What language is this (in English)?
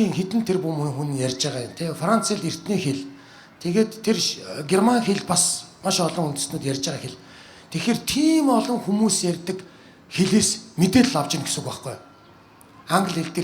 Mongolian